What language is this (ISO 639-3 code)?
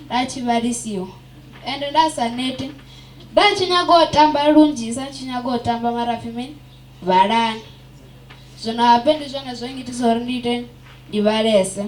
ven